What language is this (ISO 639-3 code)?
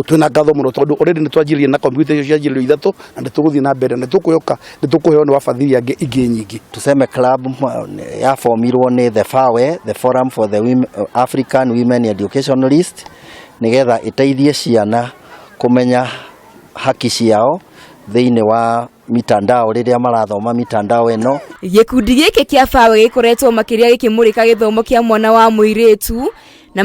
kik